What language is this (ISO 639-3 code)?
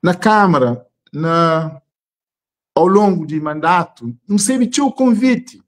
kea